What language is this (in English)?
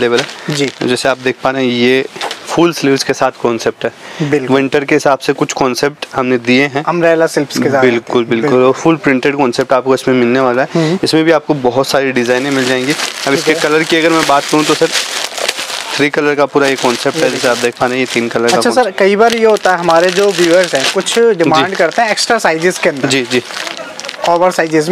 Hindi